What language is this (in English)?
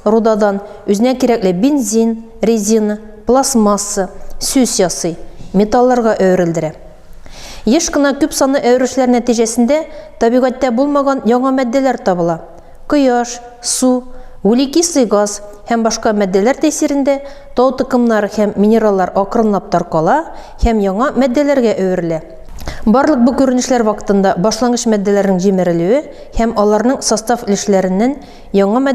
Tatar